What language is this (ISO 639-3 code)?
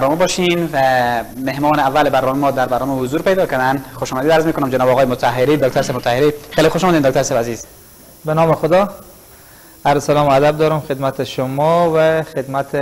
fas